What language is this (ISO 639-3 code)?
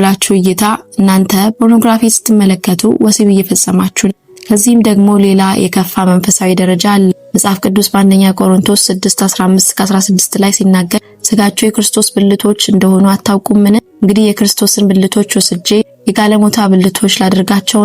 amh